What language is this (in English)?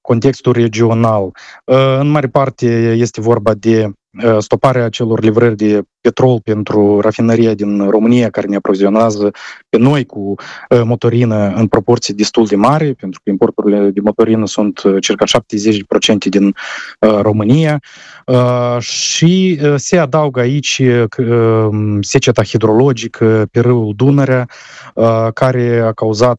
Romanian